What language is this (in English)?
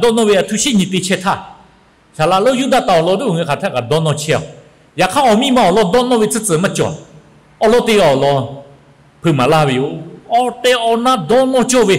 Lahu